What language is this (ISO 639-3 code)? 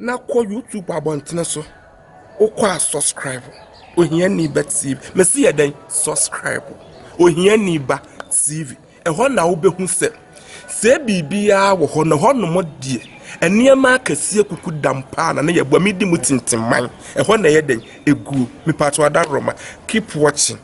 aka